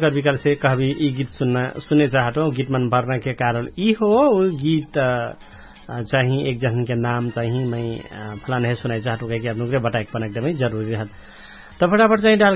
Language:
Dangaura Tharu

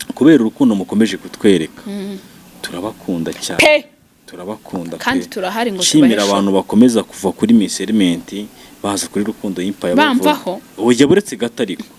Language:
Kinyarwanda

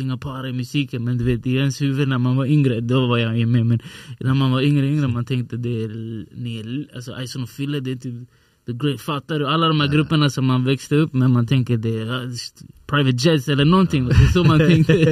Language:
Swedish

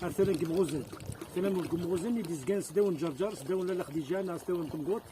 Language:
Kabyle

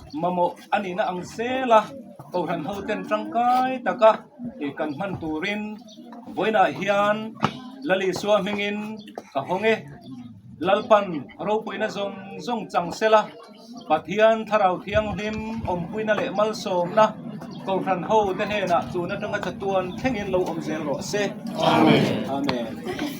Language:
Mizo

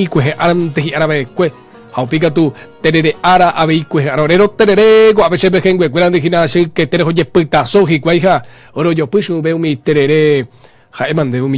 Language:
Guarani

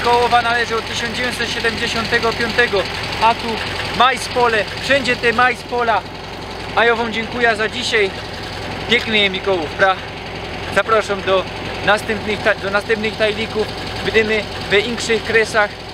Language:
Silesian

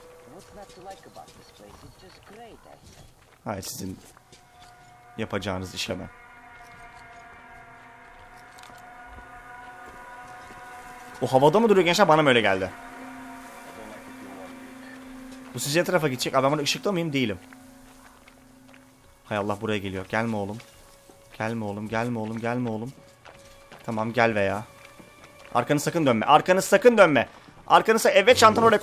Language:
Turkish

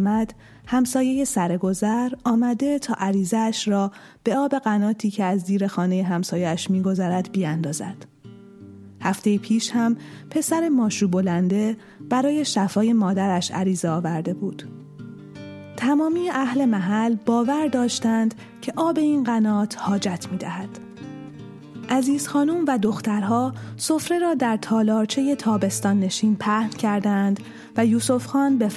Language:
Persian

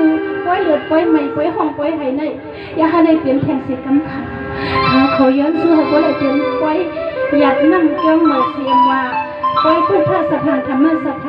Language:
Shan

